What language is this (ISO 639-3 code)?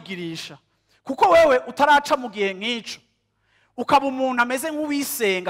run